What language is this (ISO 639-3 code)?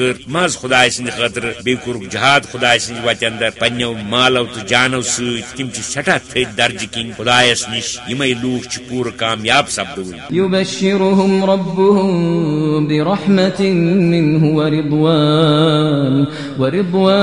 kas